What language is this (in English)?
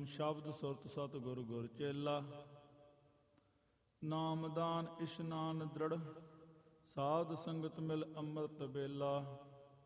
Punjabi